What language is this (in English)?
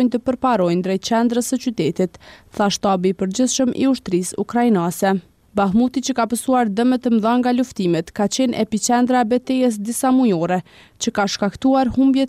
Albanian